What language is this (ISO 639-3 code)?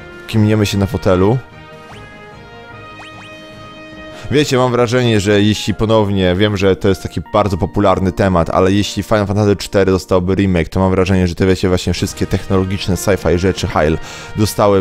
pol